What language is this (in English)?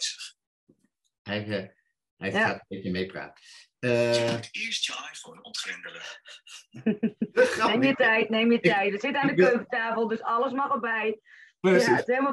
Dutch